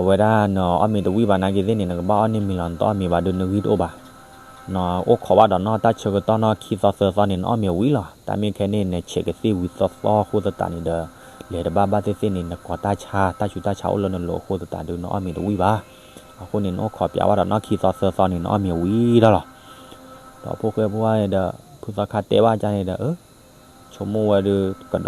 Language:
S'gaw Karen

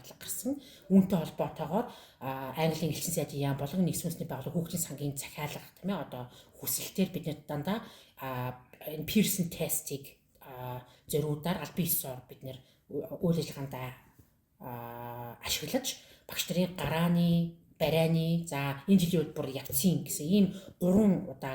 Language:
Mongolian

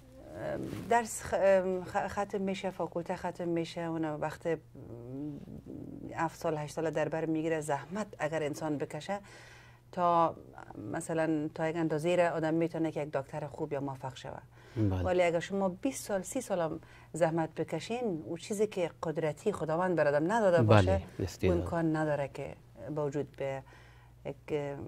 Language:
Persian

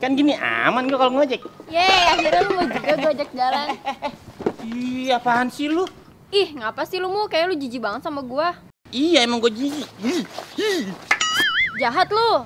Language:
Betawi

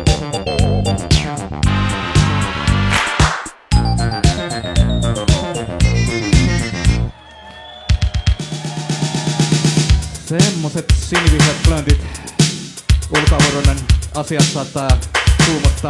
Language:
Finnish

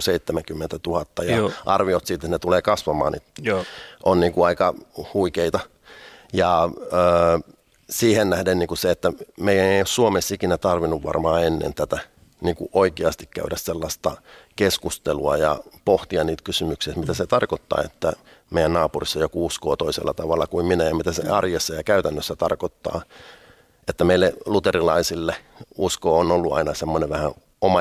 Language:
Finnish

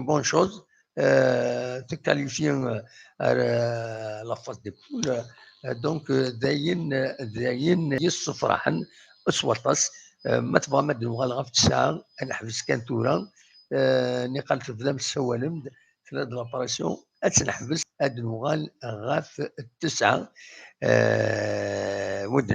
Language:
Kabyle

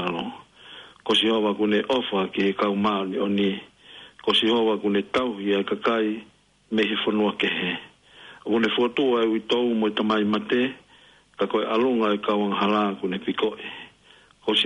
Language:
Tongan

